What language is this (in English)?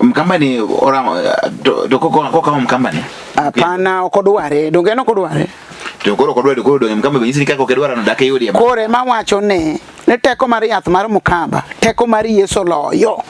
Luo (Kenya and Tanzania)